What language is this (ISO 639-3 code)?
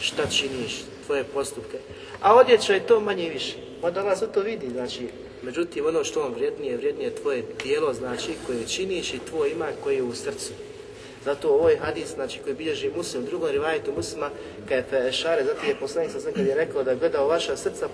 bos